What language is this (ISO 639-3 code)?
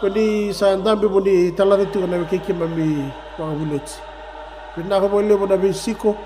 fij